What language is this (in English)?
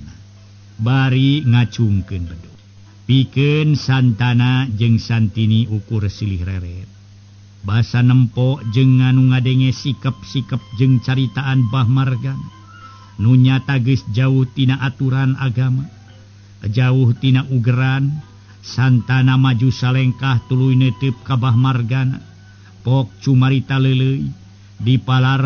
Sundanese